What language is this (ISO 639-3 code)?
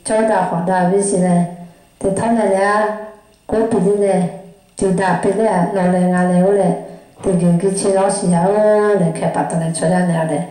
lhu